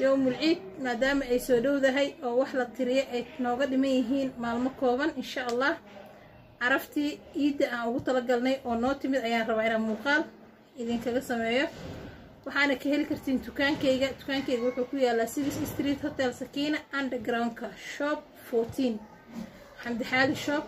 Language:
Somali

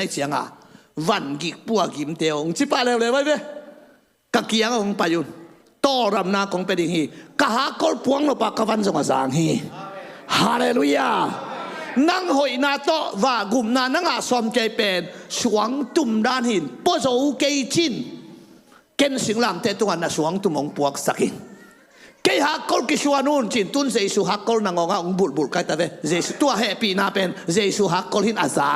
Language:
Tedim Chin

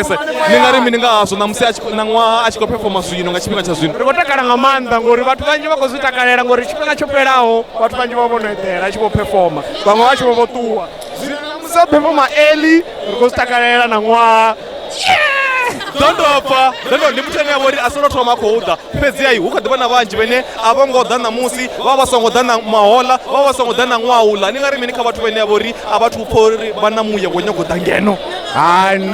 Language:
Venda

